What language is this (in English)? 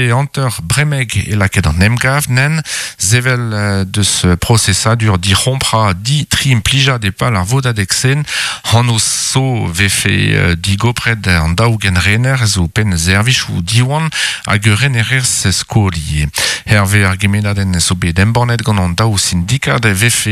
Breton